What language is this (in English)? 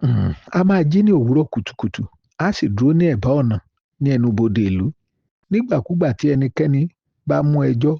Yoruba